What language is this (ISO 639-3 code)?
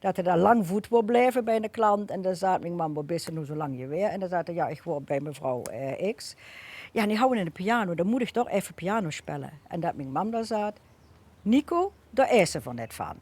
lim